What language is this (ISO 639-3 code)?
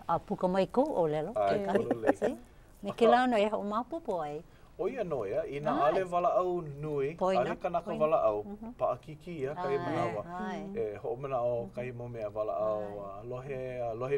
haw